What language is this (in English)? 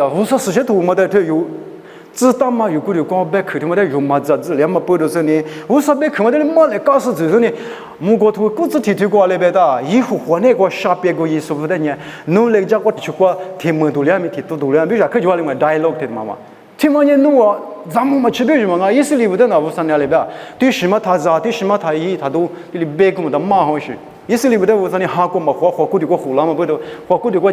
Lisu